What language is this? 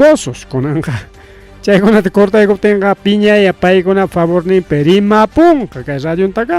Ayacucho Quechua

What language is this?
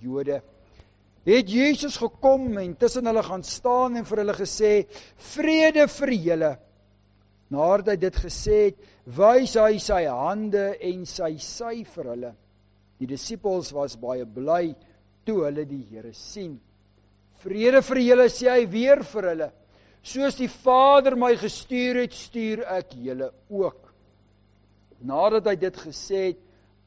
Afrikaans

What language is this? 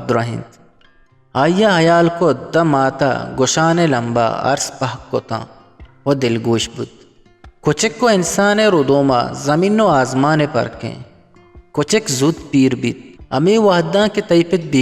Eastern Balochi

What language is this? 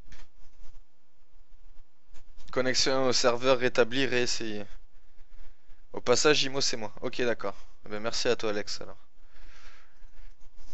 French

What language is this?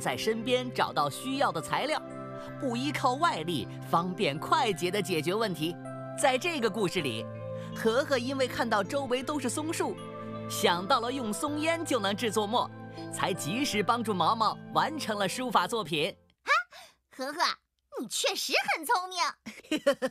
Chinese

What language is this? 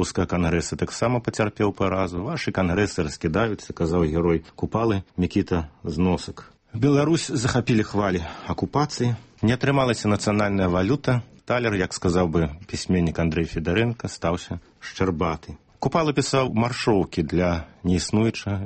Belarusian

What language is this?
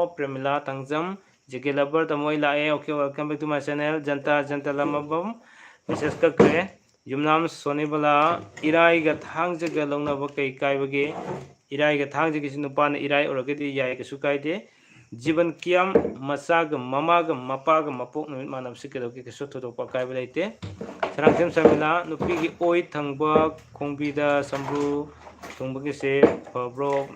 Manipuri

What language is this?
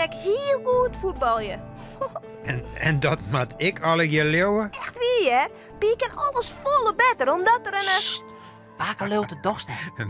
Western Frisian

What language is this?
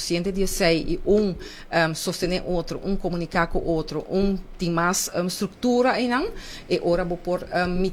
Papiamento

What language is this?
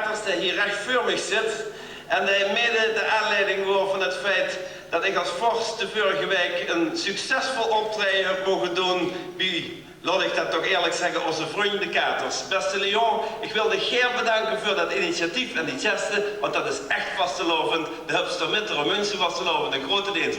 Limburgish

